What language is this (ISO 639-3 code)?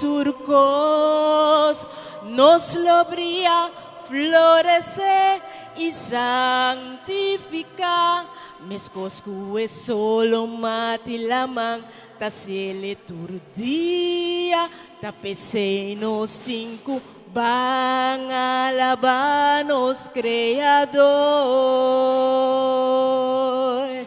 pap